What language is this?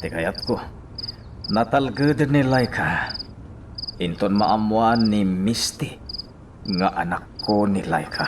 Iloko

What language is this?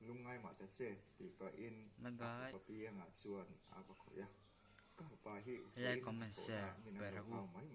Mizo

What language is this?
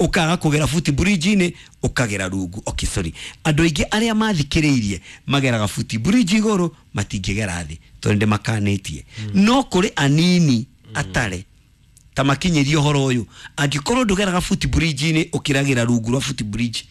Kikuyu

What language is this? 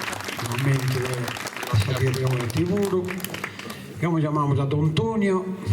Sardinian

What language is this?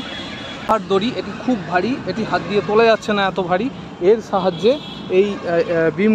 Bangla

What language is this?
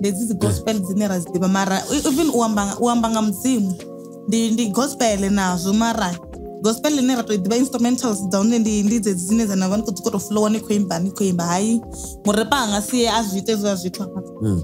Venda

